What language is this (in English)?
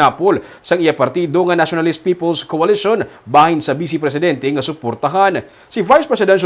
Hiligaynon